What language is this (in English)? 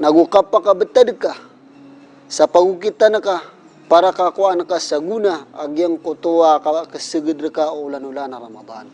Maranao